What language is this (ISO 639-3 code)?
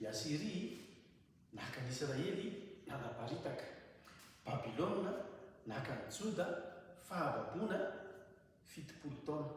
mlg